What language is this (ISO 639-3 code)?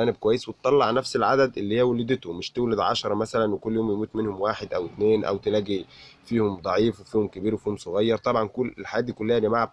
arz